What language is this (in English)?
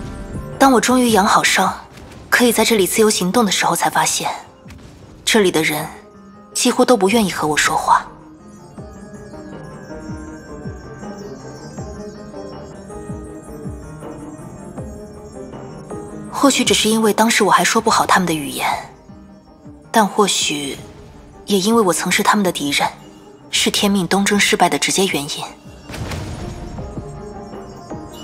Chinese